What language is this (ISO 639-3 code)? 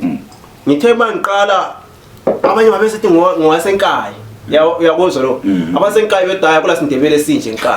zul